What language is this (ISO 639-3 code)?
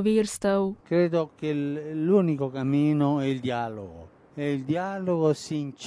slv